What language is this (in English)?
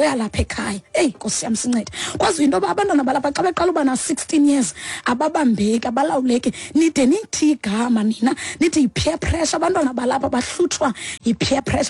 Xhosa